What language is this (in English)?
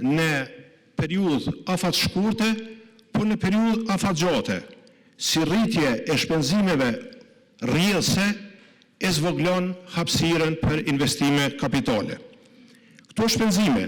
Albanian